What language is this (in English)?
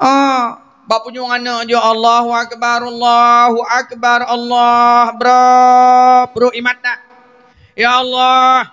Achinese